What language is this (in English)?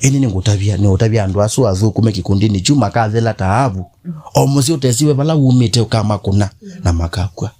Kamba